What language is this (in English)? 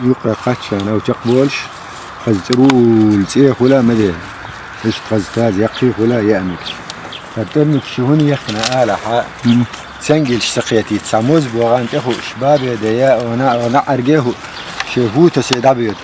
Chechen